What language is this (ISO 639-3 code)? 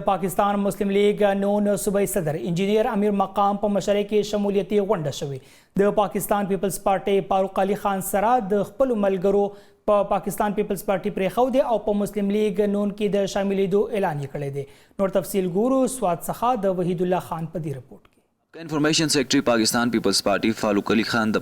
pus